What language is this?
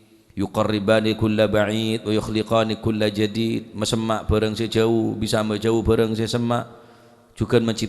Madurese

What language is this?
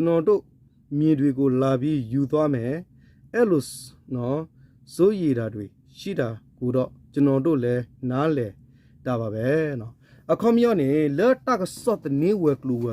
S'gaw Karen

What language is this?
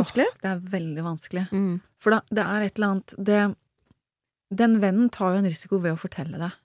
Norwegian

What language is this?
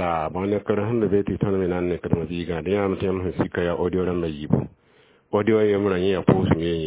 Mossi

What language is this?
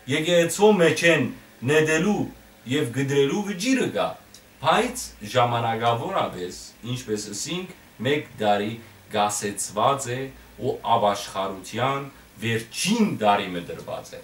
Western Armenian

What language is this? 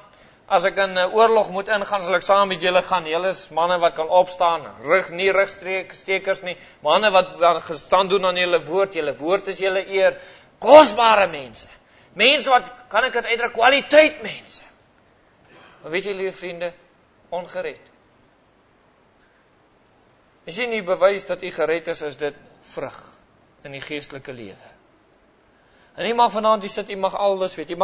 Afrikaans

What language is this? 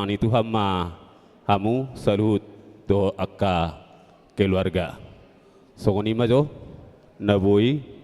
Batak Toba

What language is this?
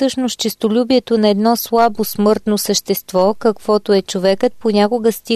Bulgarian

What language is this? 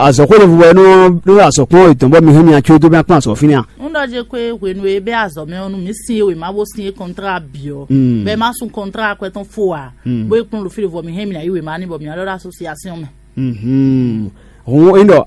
Fon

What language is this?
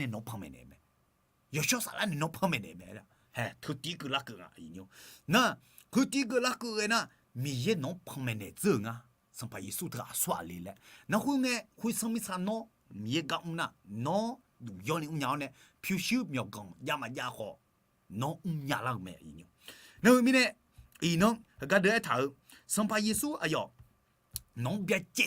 Akha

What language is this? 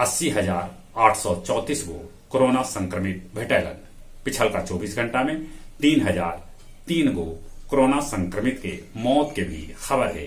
Magahi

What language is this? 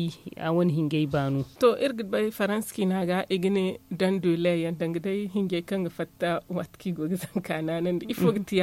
Zarma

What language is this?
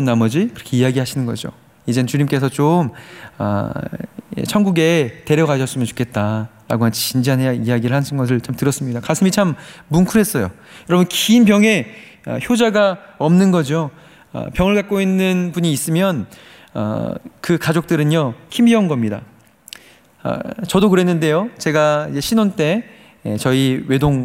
Korean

